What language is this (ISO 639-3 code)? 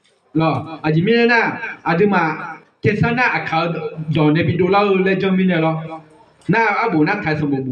ahk